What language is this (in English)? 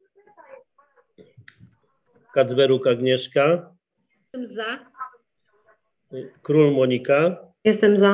Polish